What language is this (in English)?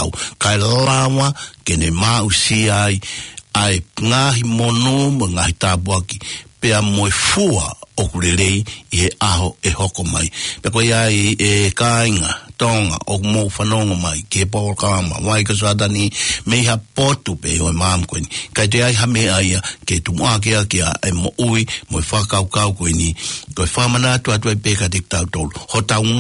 Tongan